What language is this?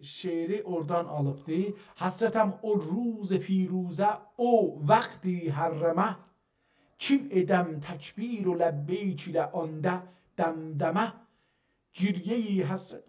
South Azerbaijani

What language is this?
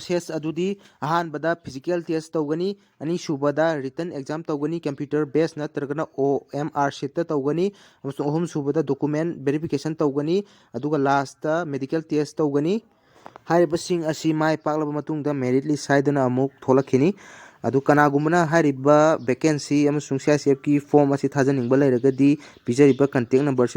Manipuri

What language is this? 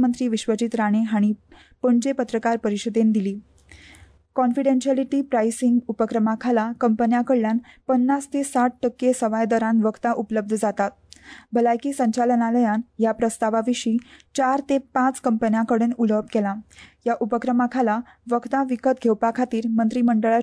Konkani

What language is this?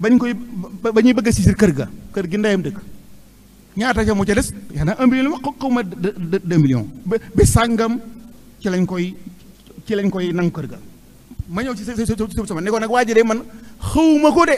Wolof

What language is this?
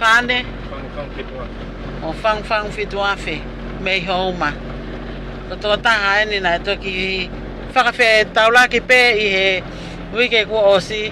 Tongan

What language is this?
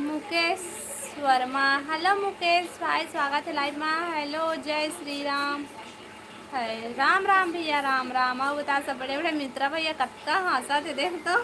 Chhattisgarhi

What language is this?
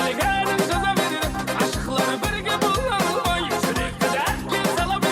Kara-Kalpak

